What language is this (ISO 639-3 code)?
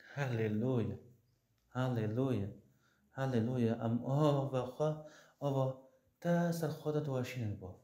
kur